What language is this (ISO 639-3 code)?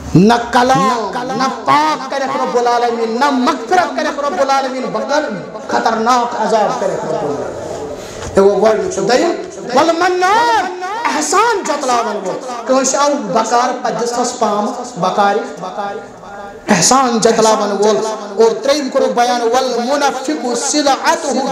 kas